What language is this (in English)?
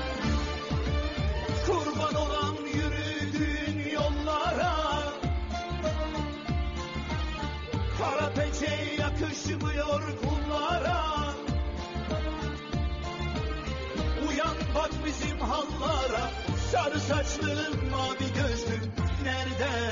Turkish